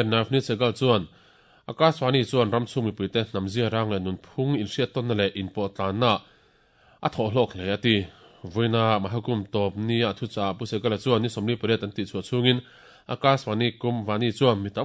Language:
Mizo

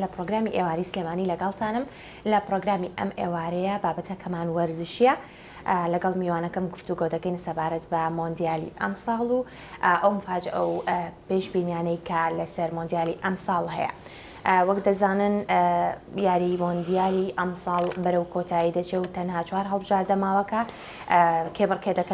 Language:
Central Kurdish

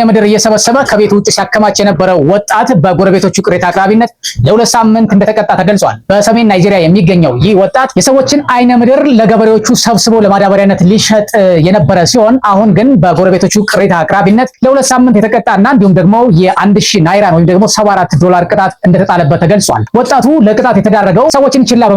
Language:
Amharic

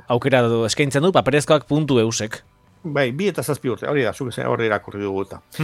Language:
Basque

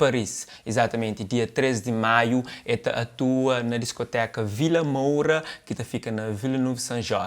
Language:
Kabuverdianu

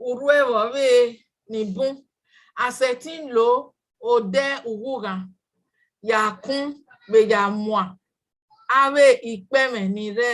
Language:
Bini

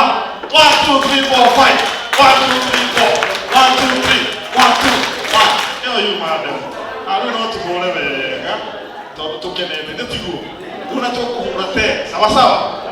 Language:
Kikuyu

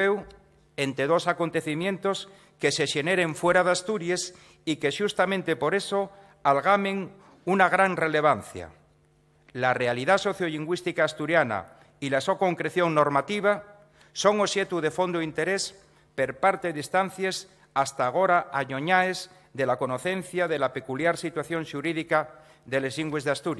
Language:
Asturian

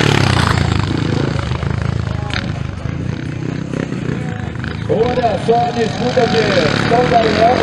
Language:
Portuguese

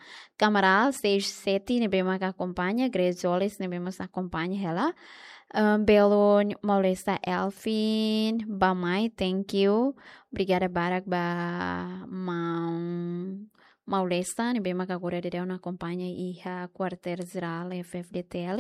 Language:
Tetum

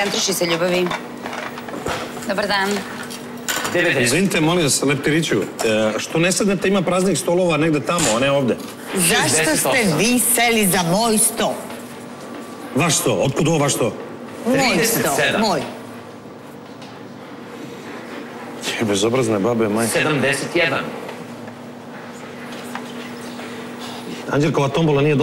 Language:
Serbian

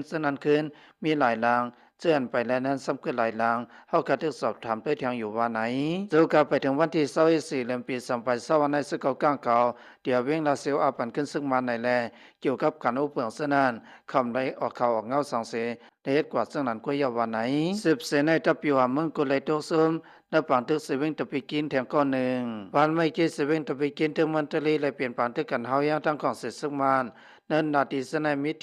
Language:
Shan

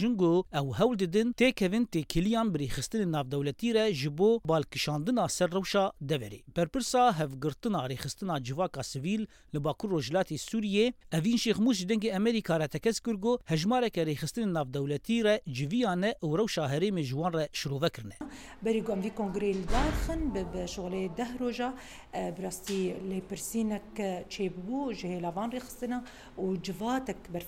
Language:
Kurdish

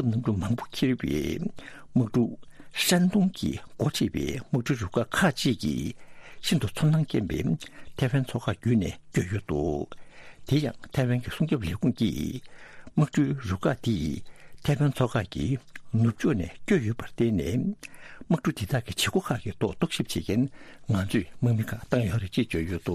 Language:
Tibetan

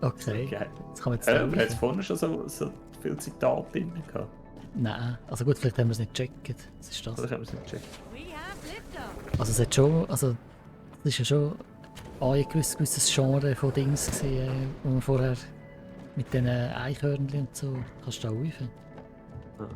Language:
Swiss German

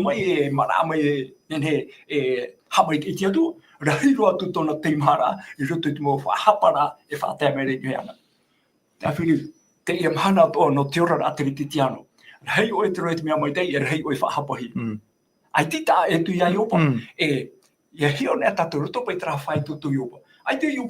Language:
Tahitian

